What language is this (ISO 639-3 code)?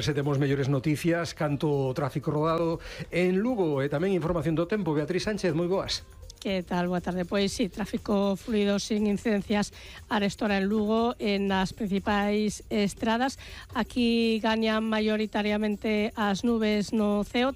glg